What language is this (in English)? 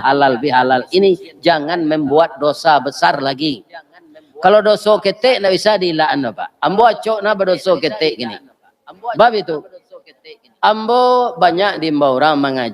Minangkabau